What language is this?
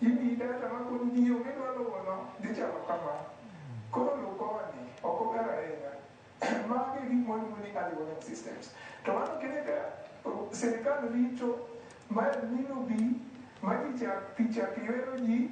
Luo (Kenya and Tanzania)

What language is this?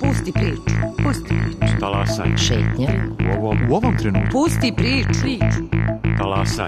Serbian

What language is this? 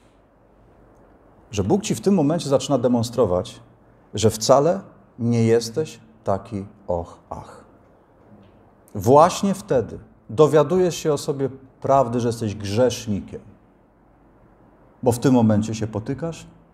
Polish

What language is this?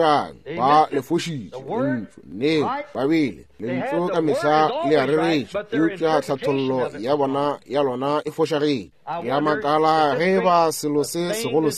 Northern Sotho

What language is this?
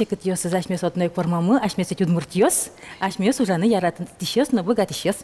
Udmurt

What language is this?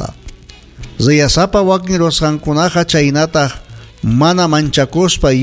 Ayacucho Quechua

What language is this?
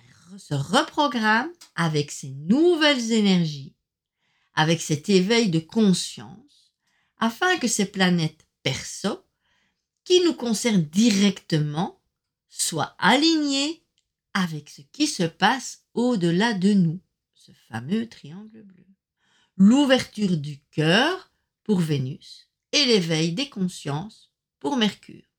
French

